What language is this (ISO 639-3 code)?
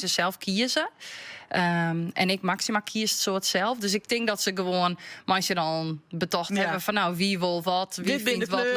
fry